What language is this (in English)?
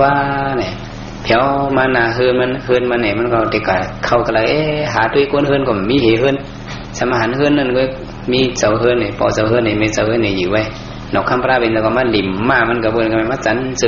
Shan